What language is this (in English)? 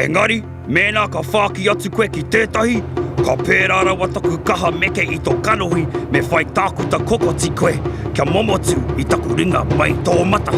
Māori